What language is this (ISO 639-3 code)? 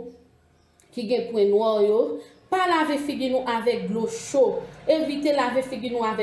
hat